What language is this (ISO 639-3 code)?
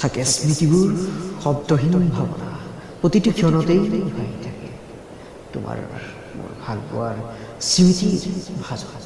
asm